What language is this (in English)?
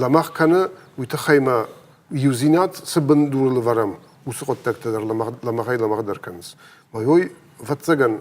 Ossetic